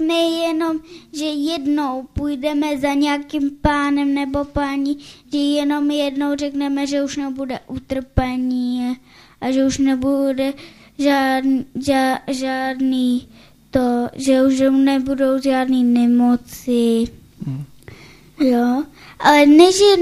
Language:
Czech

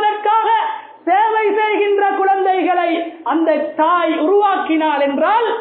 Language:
Tamil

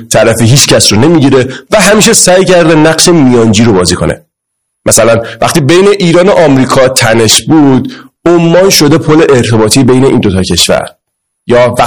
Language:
Persian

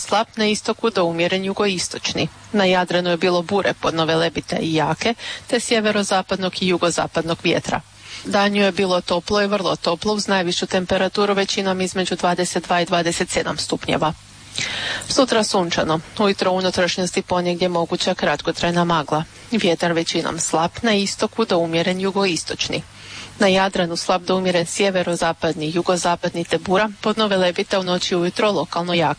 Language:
Croatian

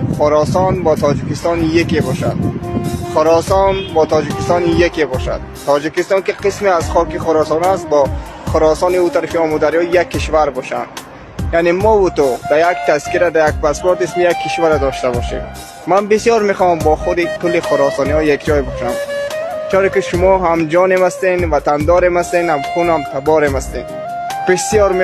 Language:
Tajik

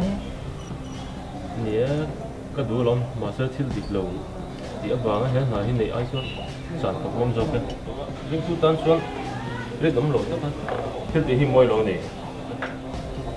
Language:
Mizo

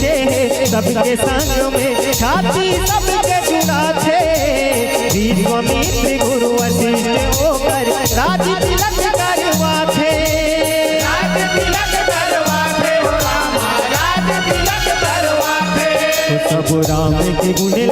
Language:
Chhattisgarhi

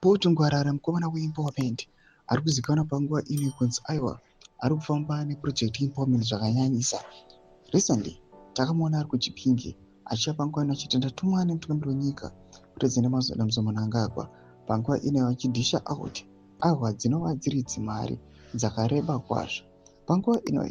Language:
Shona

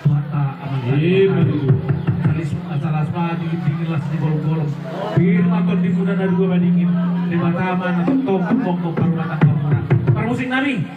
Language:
Batak Toba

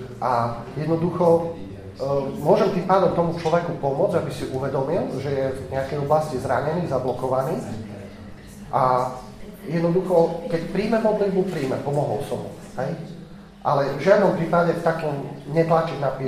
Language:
Slovak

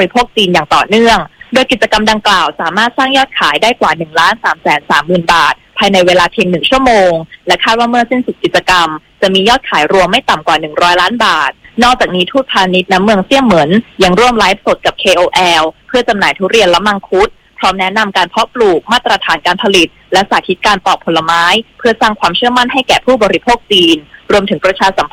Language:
Thai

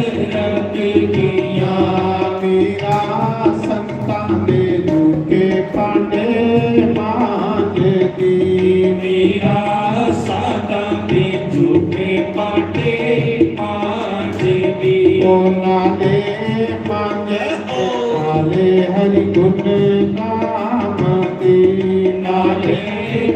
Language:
Dogri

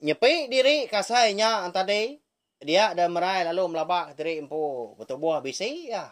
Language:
Iban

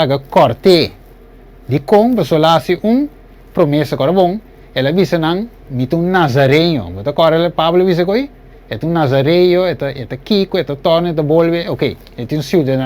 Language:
Papiamento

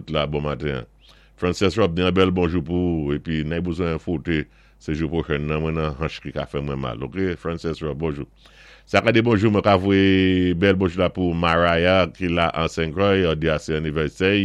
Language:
Saint Lucian Creole French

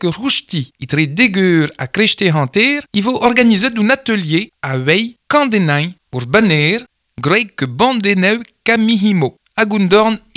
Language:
Breton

